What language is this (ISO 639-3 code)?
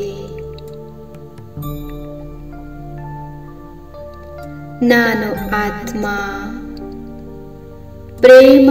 kan